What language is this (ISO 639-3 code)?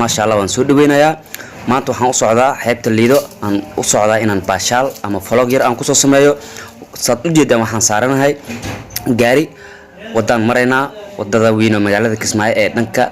som